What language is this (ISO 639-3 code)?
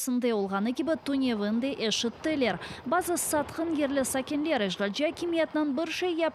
crh